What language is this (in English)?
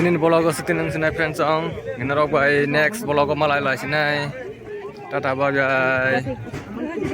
Kok Borok